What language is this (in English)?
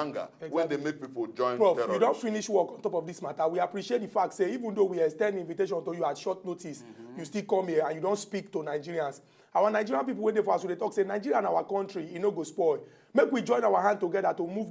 Nigerian Pidgin